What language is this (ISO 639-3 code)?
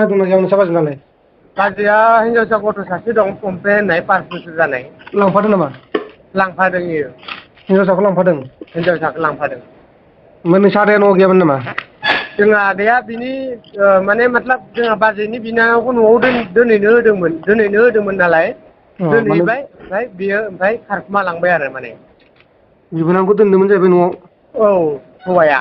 brx